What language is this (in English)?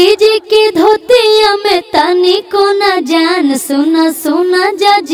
Magahi